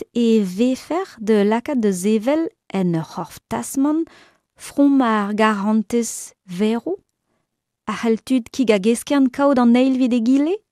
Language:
Breton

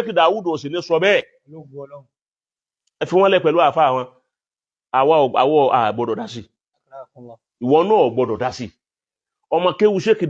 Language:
Yoruba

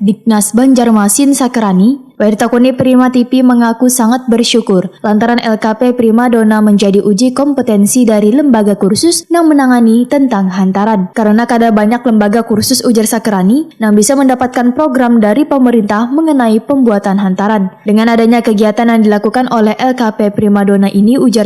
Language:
Banjar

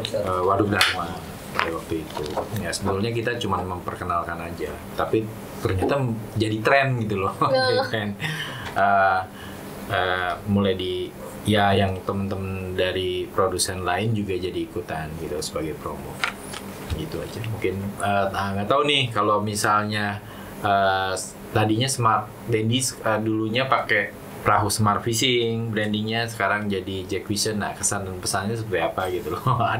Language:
Indonesian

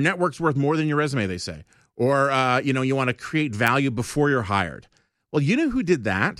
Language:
English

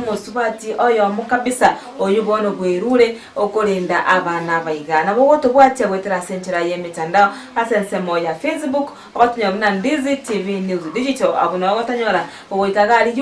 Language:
Gusii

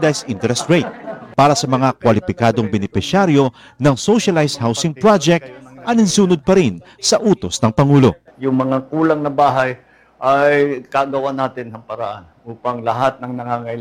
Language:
Filipino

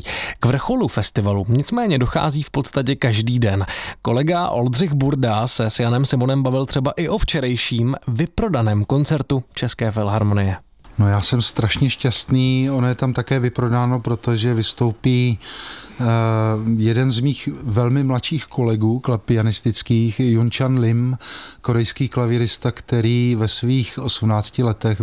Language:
Czech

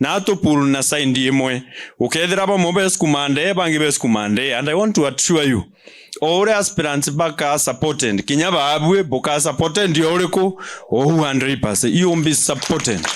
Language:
Meru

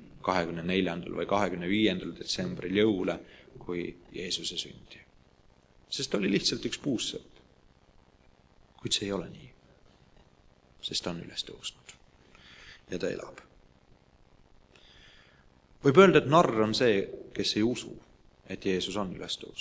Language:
Estonian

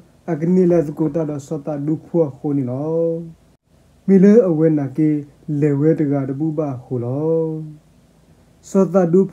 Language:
S'gaw Karen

